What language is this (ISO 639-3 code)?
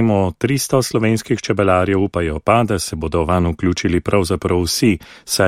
slv